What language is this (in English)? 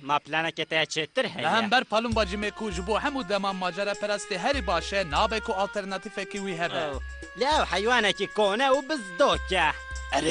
Kurdish